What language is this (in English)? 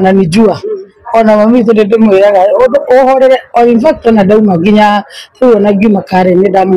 Kikuyu